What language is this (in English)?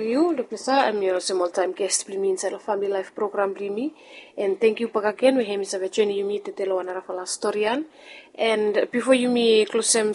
Bislama